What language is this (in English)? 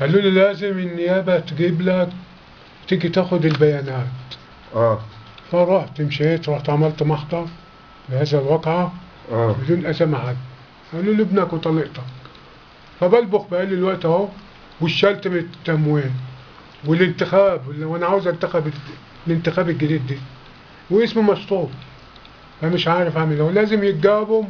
Egyptian Arabic